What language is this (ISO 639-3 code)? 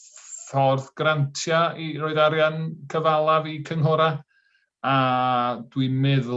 cym